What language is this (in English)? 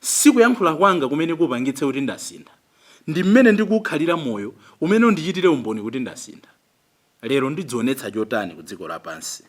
Nyanja